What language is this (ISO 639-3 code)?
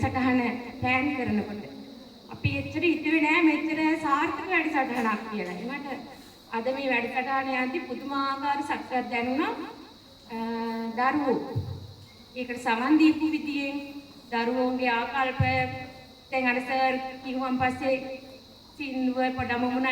sin